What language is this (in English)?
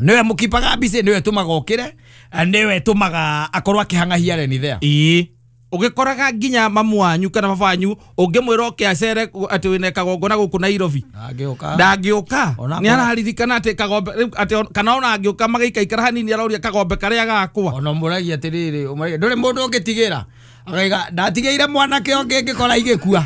Kikuyu